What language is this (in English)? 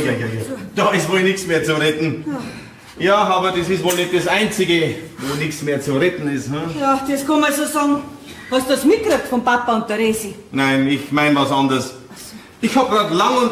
Bavarian